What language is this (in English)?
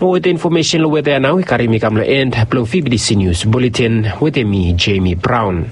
Bislama